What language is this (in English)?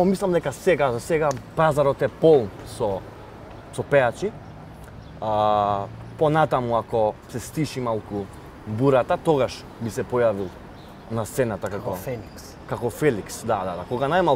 Macedonian